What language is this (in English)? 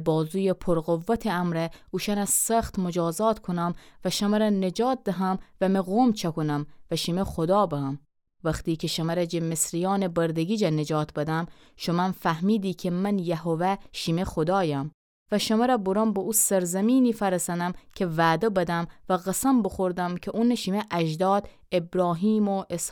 Gilaki